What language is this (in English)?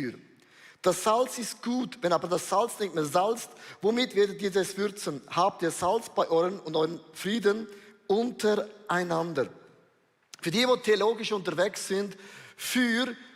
Swiss German